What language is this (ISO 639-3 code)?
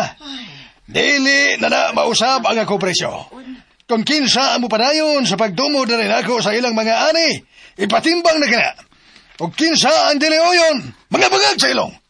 ceb